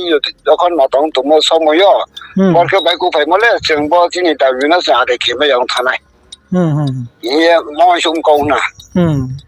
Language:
Riang (India)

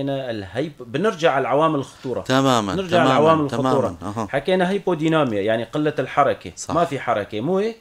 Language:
North Levantine Arabic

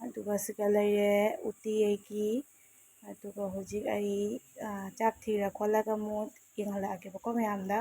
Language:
Manipuri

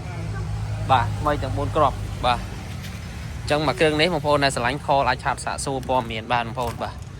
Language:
Khmer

